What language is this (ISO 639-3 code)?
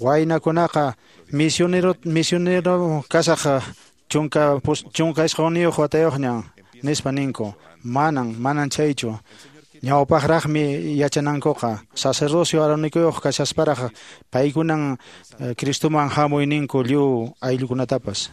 que